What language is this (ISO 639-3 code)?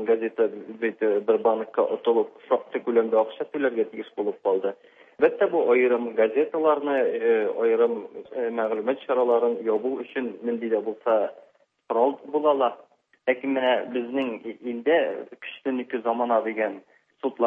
tat